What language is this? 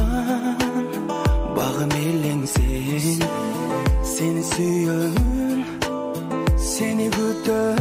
Kazakh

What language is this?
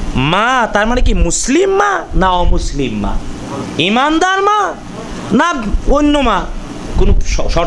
Bangla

